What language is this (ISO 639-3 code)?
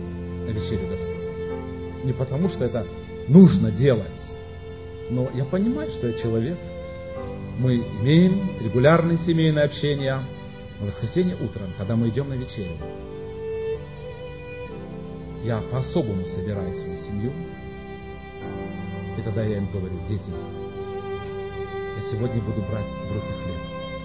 rus